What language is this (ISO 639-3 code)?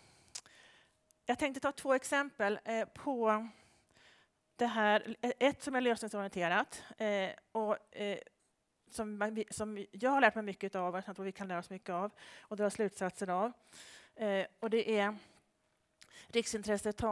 swe